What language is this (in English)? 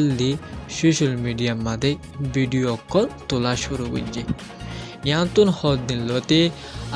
Rohingya